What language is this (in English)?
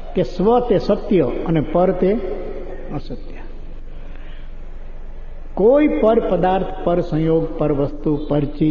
Gujarati